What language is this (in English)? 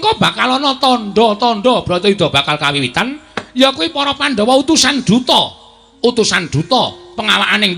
Javanese